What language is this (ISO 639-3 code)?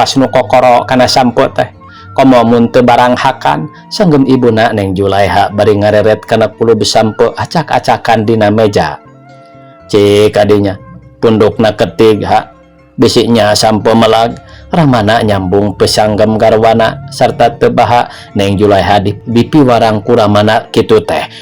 sun